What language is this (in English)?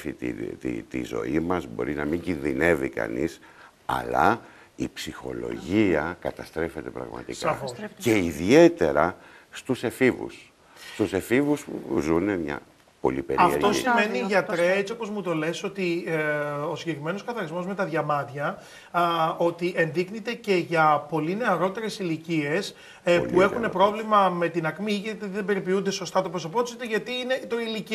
Greek